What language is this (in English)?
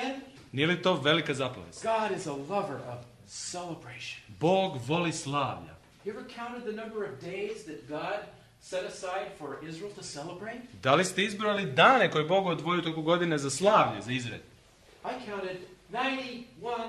Serbian